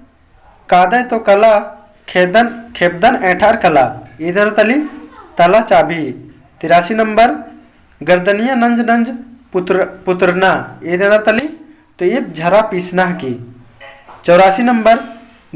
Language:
Kurukh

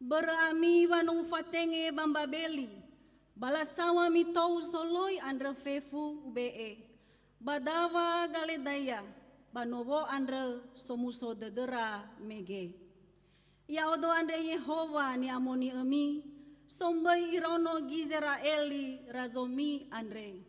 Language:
Nias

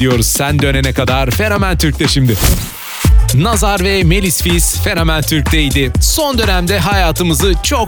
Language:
Turkish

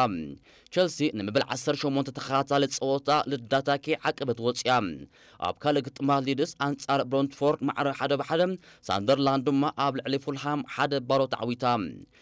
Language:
Tigrinya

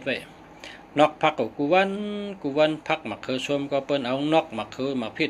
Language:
Shan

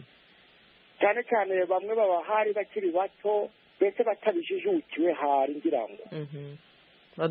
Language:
Kinyarwanda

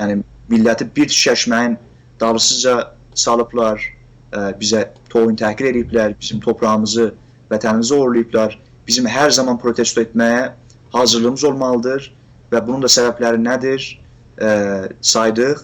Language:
South Azerbaijani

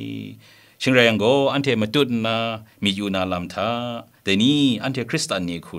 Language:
Kachin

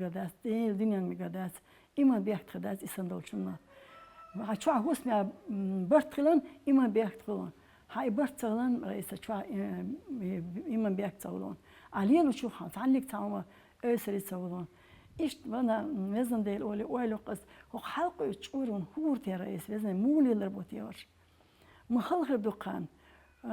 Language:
Chechen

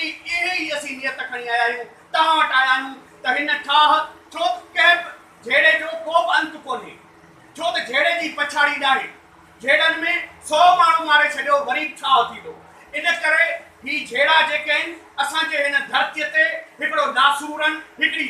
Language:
Sindhi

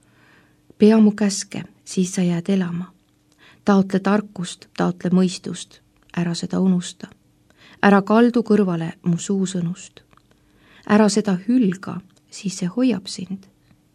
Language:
Estonian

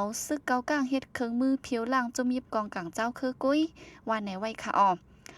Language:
Shan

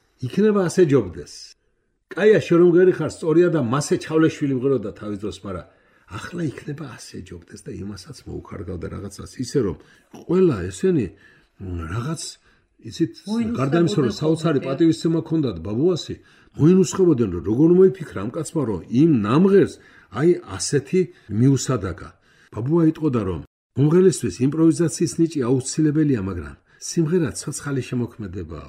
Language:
Georgian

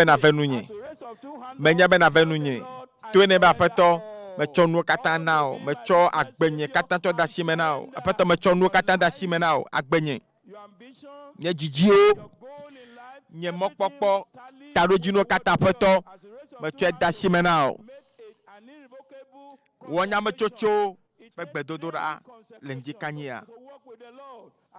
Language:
Ewe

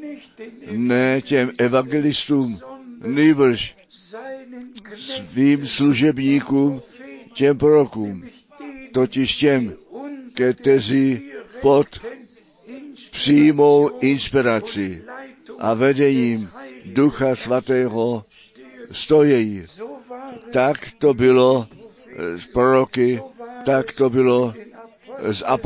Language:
Czech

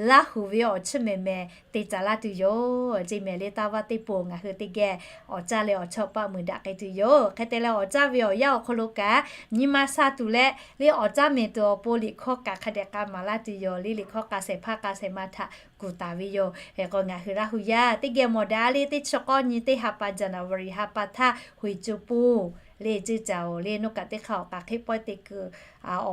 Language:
Lahu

